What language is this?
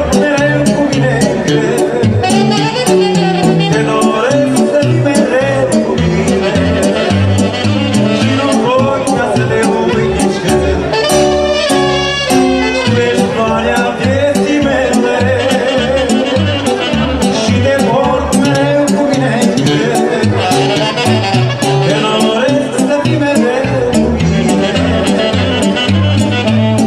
Romanian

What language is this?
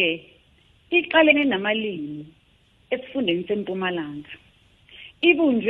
South Ndebele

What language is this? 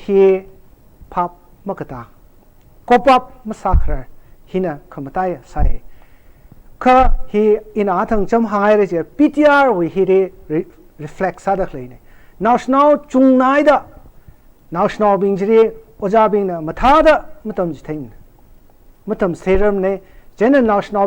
Tangkhul Naga (India)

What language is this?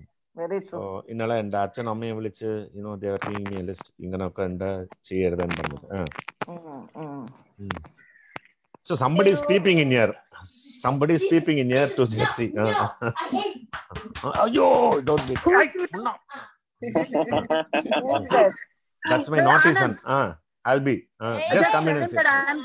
Malayalam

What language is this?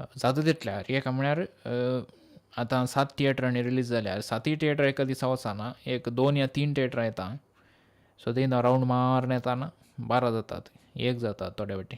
Konkani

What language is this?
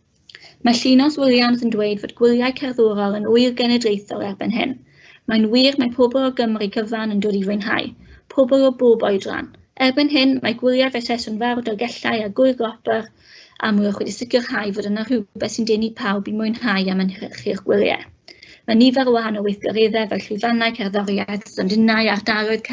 Welsh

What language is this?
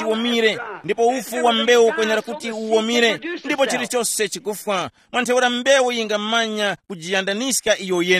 Tumbuka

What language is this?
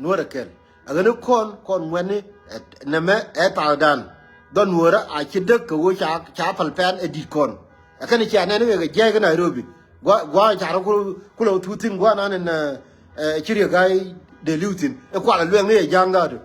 Nuer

